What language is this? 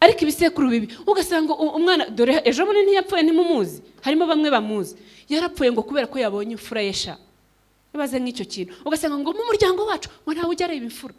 Kinyarwanda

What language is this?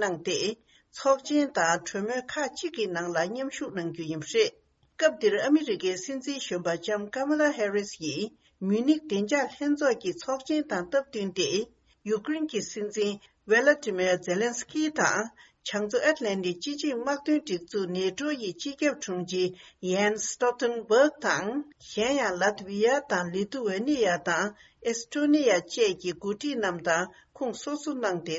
Tibetan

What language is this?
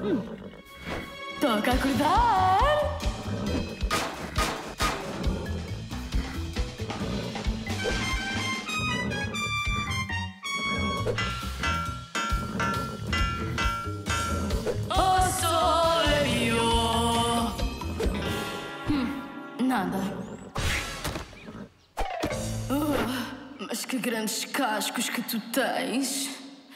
Portuguese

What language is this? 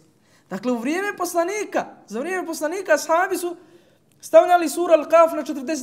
Bosnian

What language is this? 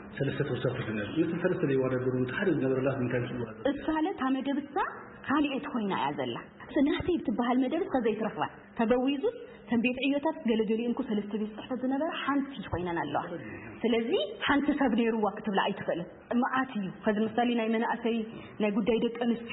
Tigrinya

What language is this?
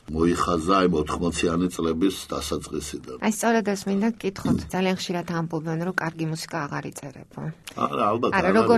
Georgian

